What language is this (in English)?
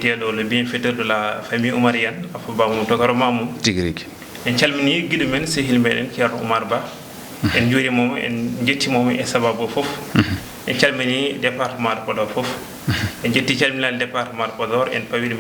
Fula